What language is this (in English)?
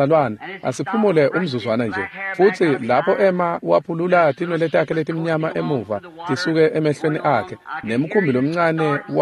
Swati